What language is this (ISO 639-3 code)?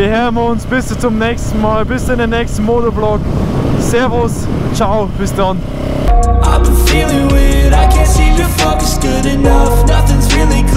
bar